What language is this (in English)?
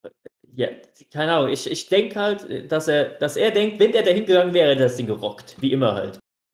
German